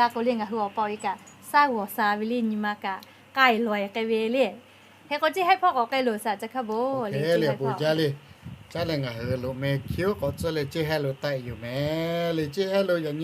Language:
Lahu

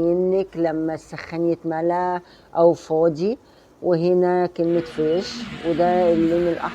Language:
Egyptian Arabic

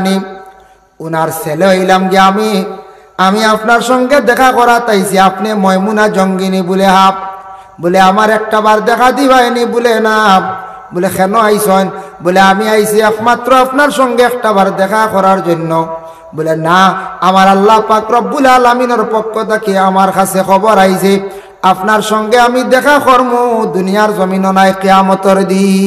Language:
Sylheti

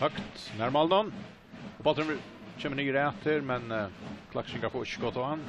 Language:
Faroese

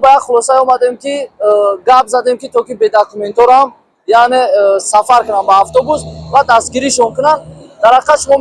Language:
Tajik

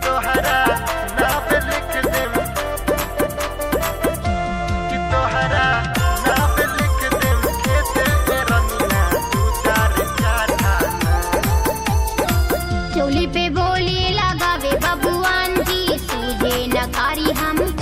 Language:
Bhojpuri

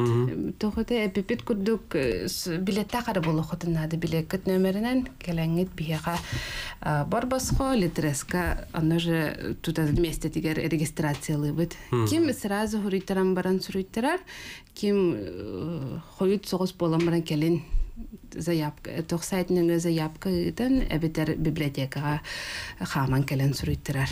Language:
Yakut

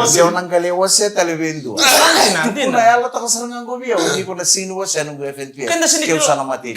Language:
Fijian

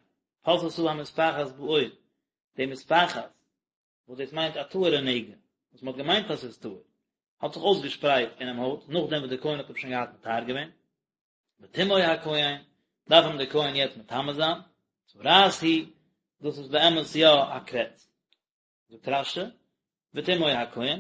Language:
Yiddish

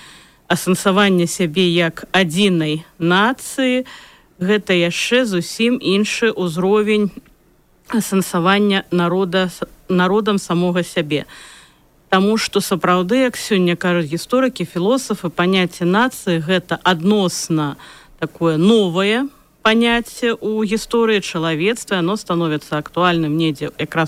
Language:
Belarusian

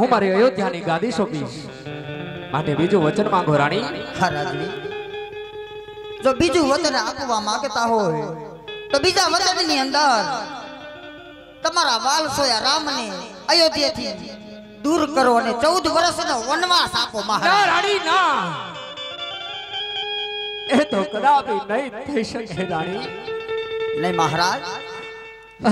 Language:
Gujarati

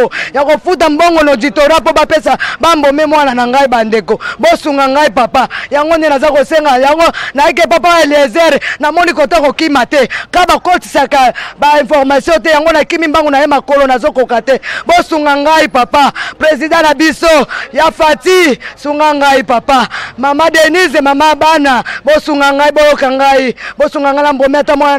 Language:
Lingala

